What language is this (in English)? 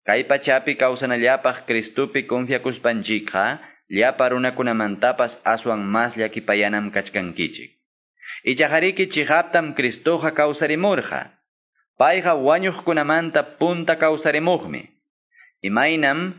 Quechua